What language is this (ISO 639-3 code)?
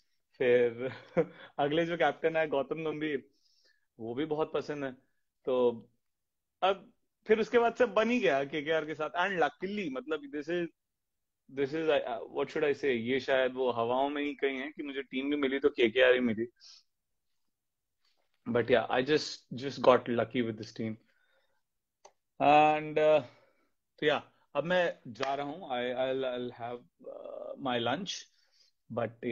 hin